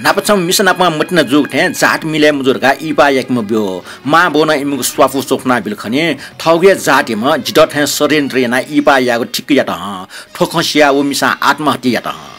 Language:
Newari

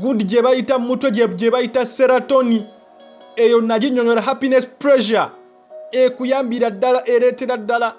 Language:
Ganda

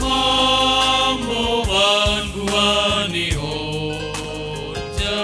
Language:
Batak Simalungun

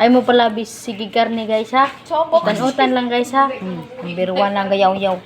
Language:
Cebuano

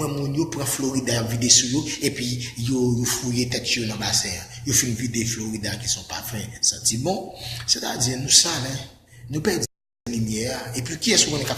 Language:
Haitian Creole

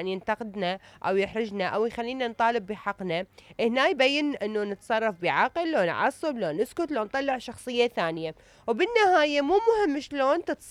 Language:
Mesopotamian Arabic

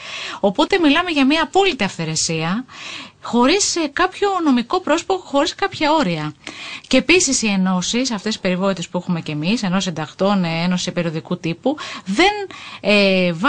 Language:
Greek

